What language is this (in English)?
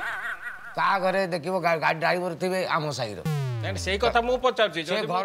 Odia